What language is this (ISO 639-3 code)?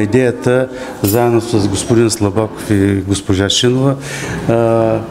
bul